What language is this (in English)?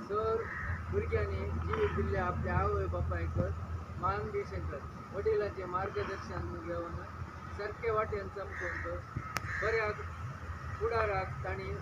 Konkani